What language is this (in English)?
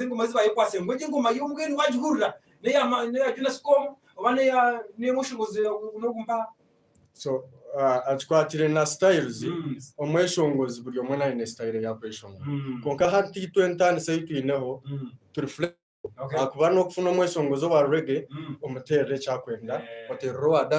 Nyankole